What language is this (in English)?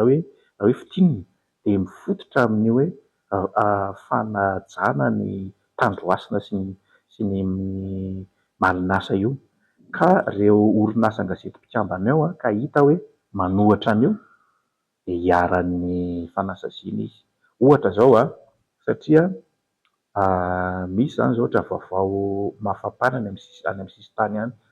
Malagasy